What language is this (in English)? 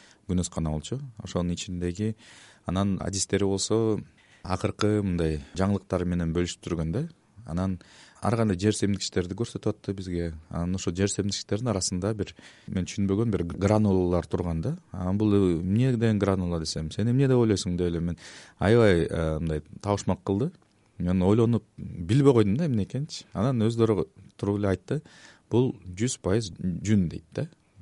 Kyrgyz